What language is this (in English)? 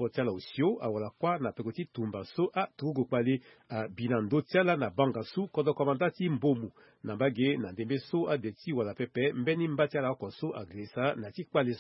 Sango